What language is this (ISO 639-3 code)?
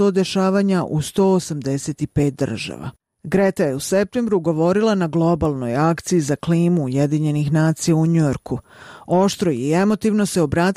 srp